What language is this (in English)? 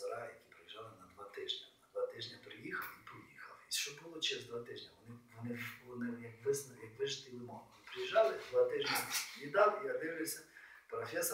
Ukrainian